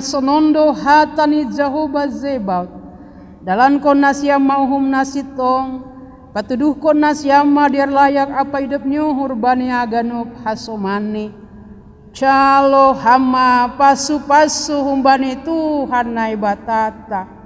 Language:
Batak Simalungun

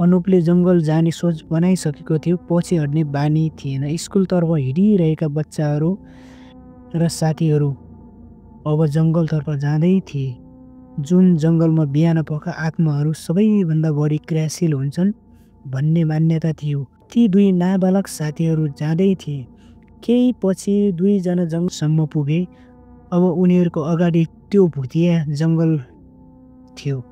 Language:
Nepali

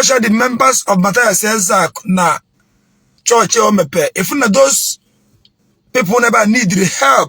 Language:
Igbo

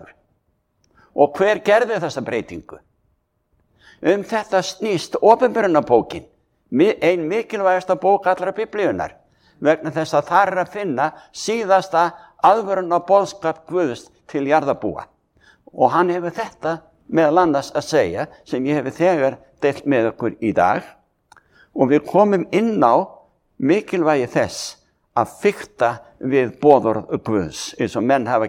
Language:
Icelandic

